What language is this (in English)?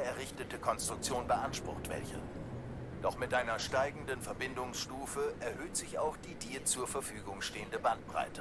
Swiss German